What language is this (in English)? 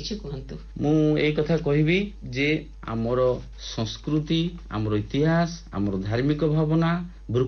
Odia